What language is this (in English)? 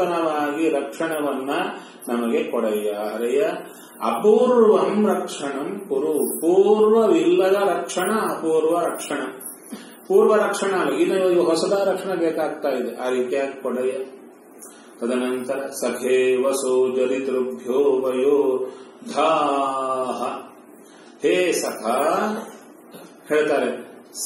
Kannada